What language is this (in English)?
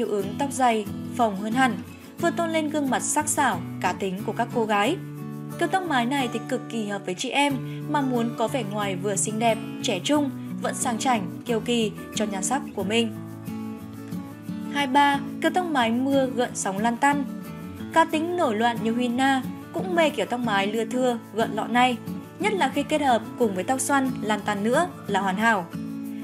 Vietnamese